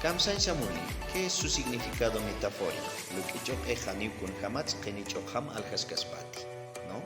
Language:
Aymara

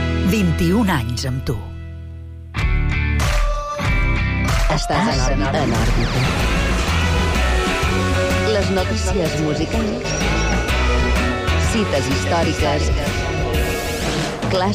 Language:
Catalan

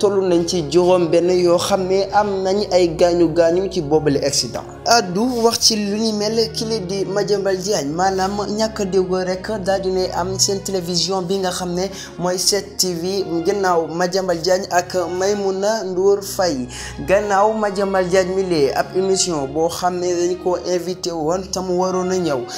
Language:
Wolof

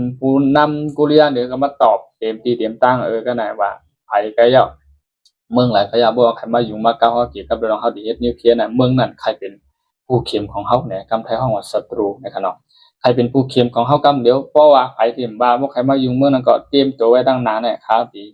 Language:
Shan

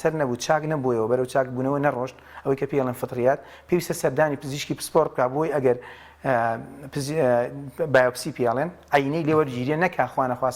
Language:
Central Kurdish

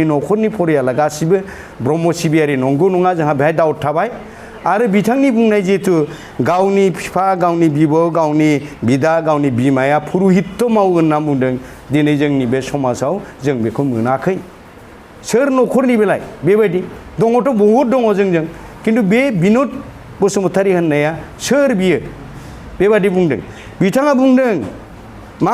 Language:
Bodo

